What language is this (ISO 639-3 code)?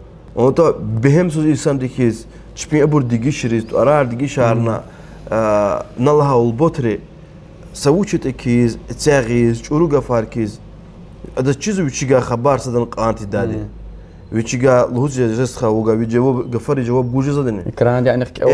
lez